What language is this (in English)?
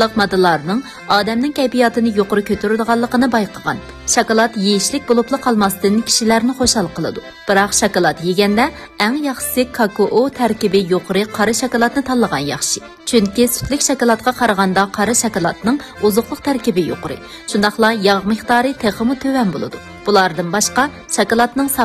Uyghur